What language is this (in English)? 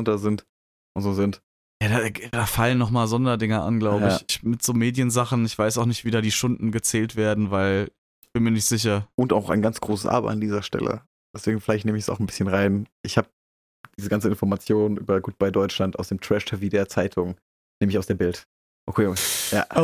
German